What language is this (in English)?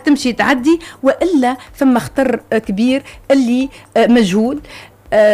Tunisian Arabic